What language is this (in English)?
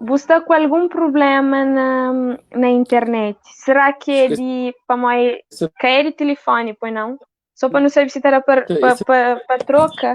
Kabuverdianu